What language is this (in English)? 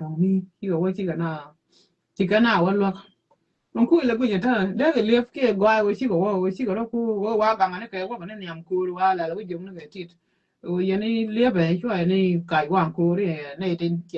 Nuer